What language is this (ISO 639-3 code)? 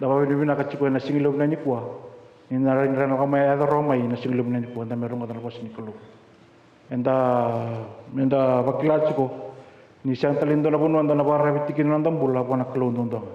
fij